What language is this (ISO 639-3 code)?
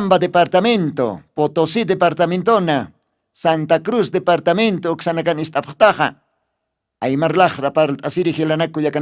aym